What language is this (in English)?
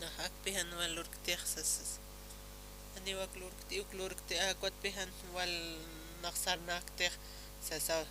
Aymara